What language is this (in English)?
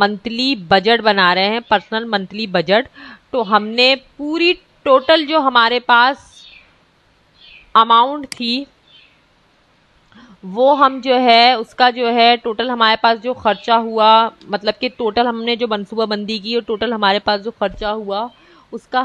Hindi